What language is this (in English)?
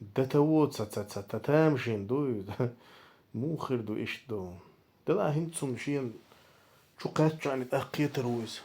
Chechen